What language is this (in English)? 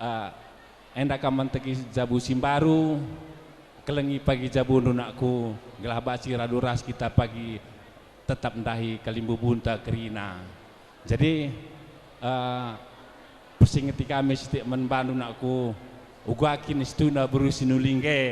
Batak Karo